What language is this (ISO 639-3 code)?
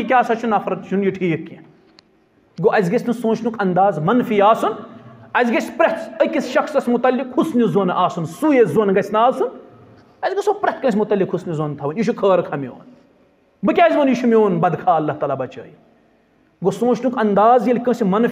kas